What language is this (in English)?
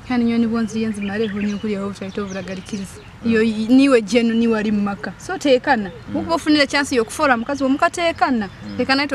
Nyoro